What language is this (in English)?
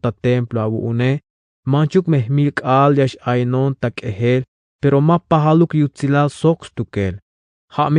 Tzeltal